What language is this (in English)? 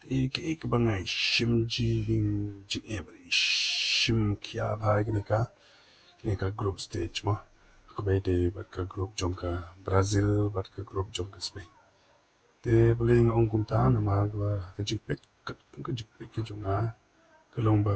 Khasi